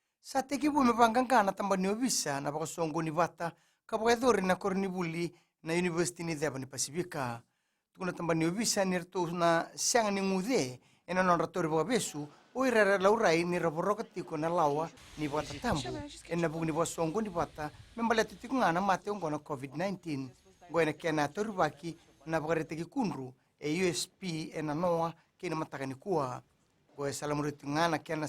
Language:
Fijian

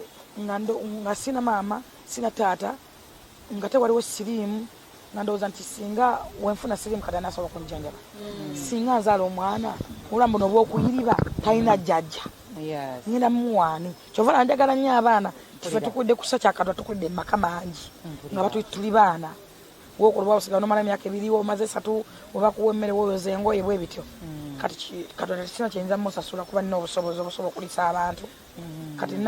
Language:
Ganda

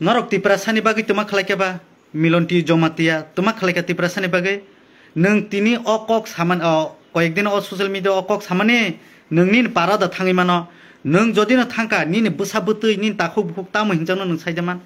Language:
Kok Borok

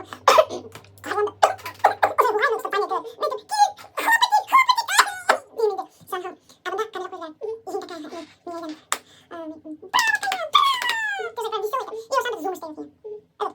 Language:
Bashkir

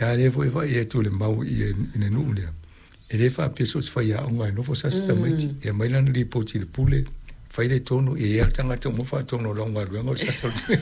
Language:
Samoan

